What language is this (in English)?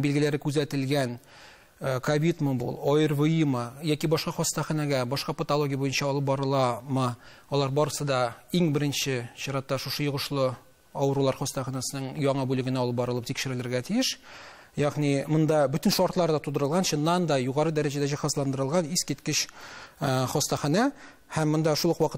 Tatar